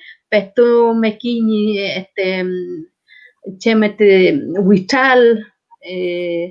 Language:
Mapuche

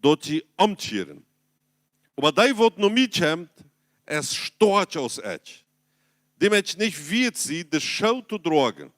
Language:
Plautdietsch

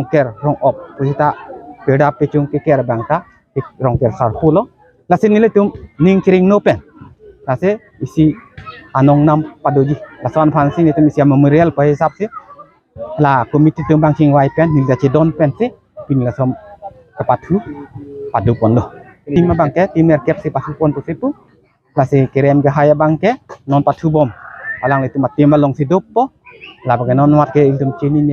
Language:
Karbi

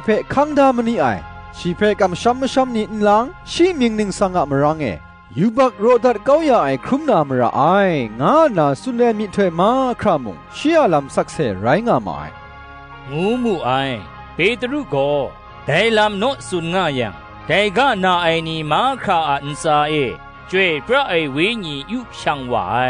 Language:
Kachin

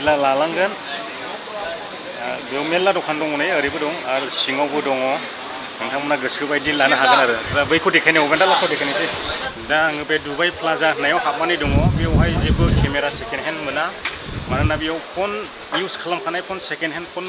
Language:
Bodo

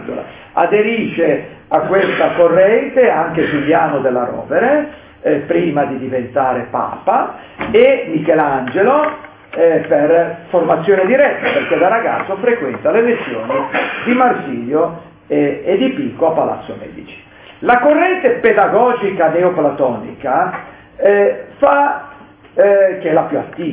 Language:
Italian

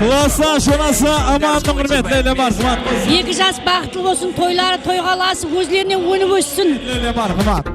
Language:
Kara-Kalpak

